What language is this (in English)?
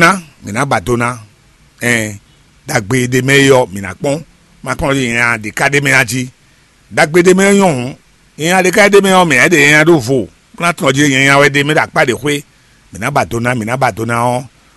Fon